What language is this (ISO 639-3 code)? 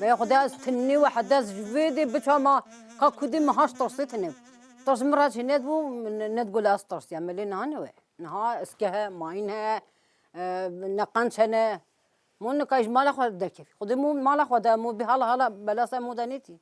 kur